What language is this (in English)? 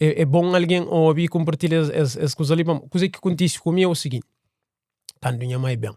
Kabuverdianu